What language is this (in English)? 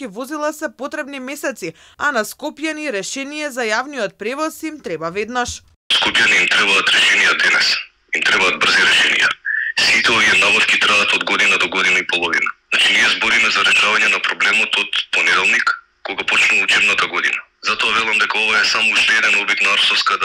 Macedonian